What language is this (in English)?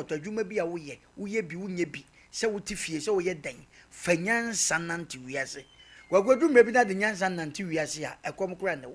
Akan